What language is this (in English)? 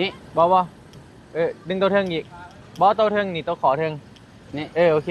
Northeastern Thai